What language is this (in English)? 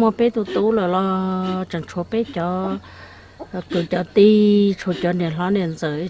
Hmong